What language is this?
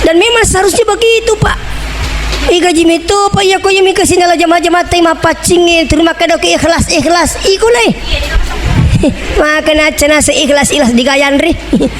Buginese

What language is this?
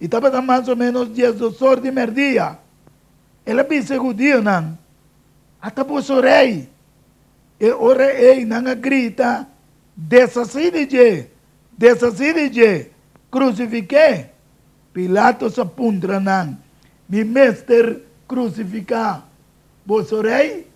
Papiamento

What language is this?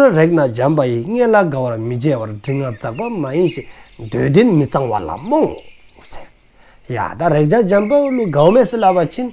Dzongkha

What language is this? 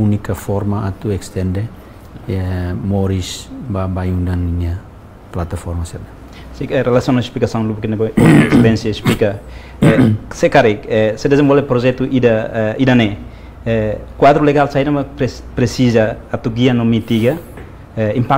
Tetum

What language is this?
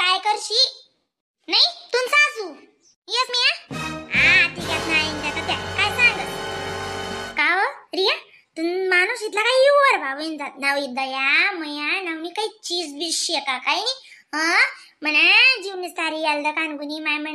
Khandesi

